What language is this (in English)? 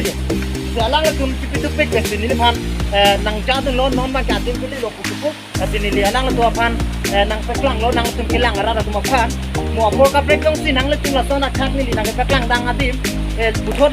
Karbi